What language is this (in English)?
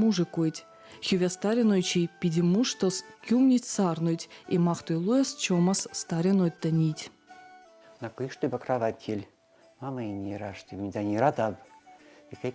Veps